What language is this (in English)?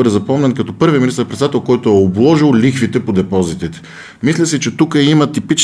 Bulgarian